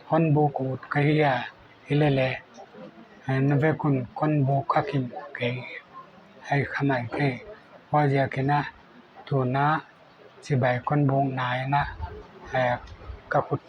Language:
Paite Chin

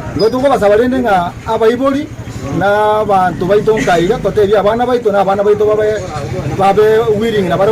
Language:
Gusii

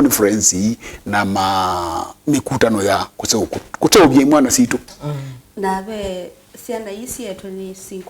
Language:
Kamba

